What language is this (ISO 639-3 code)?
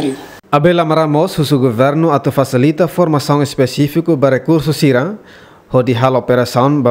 tet